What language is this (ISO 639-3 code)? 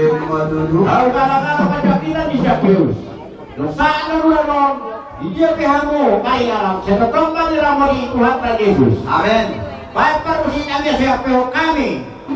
bbc